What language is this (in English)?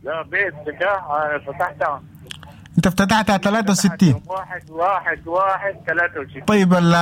Sudanese Arabic